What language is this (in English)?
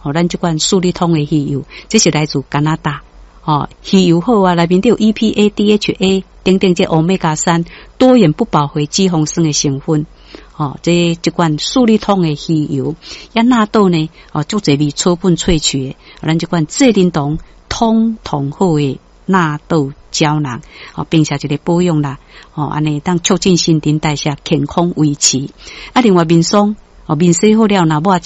Min Nan Chinese